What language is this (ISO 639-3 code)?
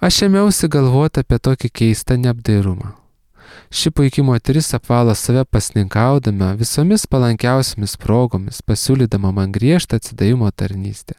lit